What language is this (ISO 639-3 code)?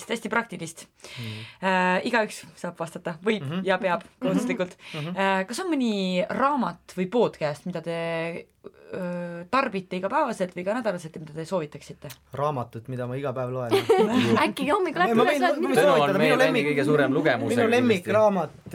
est